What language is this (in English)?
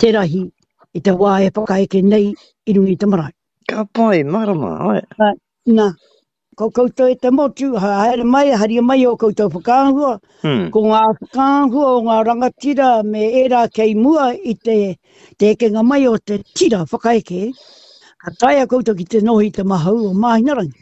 Māori